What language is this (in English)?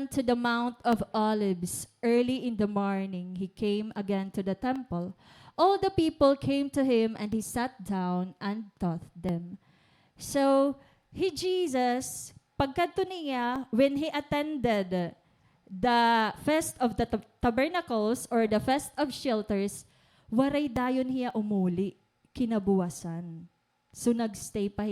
Waray